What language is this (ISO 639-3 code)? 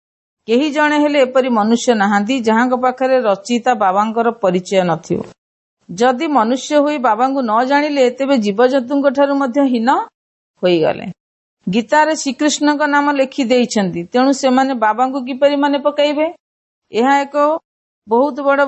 ori